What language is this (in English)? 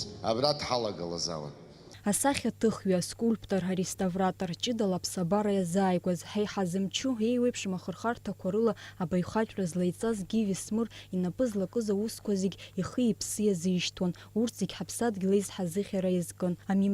Abkhazian